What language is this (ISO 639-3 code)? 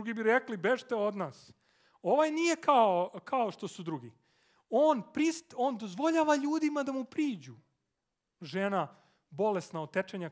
srp